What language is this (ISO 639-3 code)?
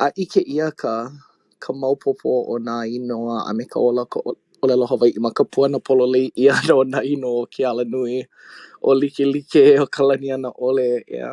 haw